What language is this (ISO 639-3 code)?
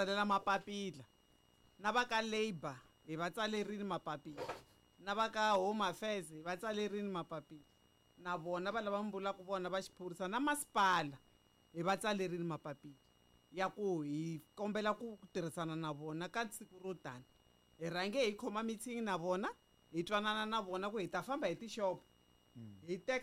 tso